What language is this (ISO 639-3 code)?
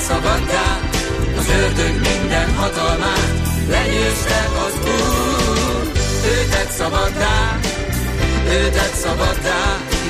hun